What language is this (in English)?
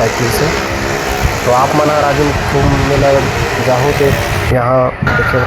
Chhattisgarhi